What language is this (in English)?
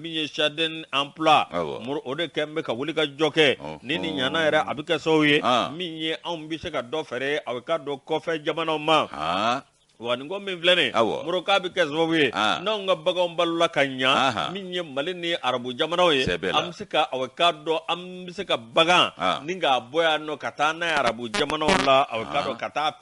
Bambara